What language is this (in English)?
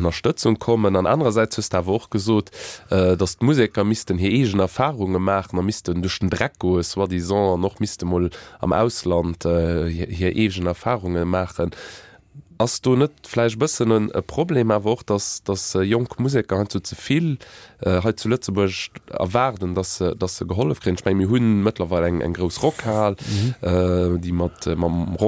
Luxembourgish